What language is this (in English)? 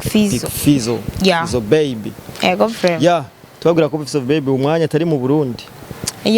Rundi